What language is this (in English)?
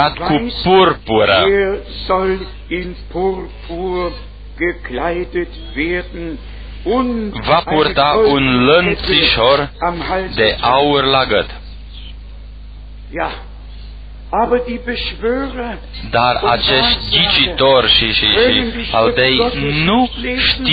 Romanian